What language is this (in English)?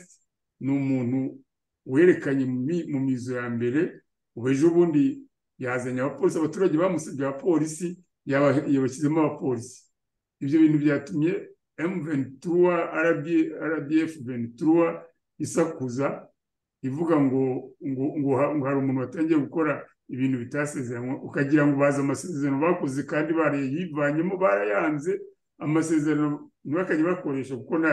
Kinyarwanda